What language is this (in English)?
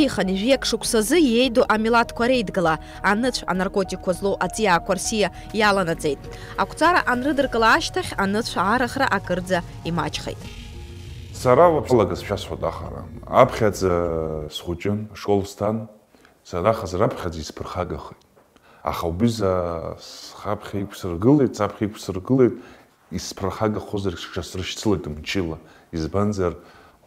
Abkhazian